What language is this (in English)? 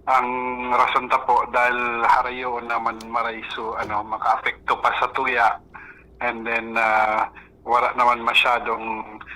Bikol